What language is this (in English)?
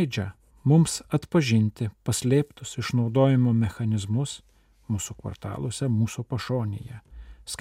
Lithuanian